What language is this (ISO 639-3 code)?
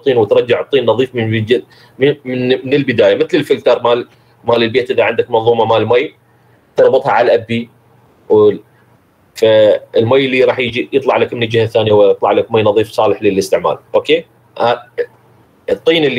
acm